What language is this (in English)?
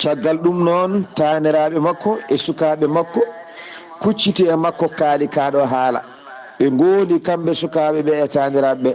Fula